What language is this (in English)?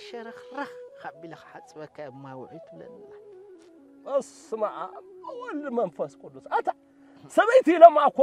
Tigrinya